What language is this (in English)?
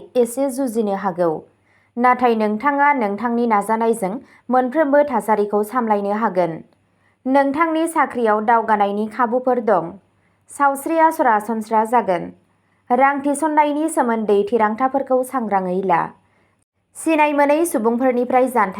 Bodo